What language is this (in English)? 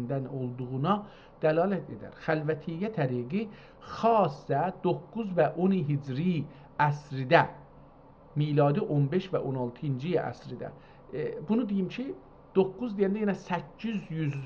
South Azerbaijani